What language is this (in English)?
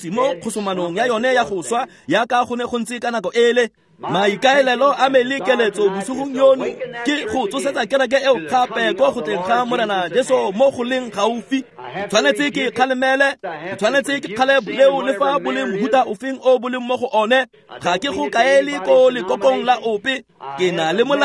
Tswana